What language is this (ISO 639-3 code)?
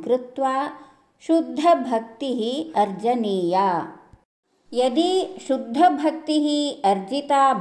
san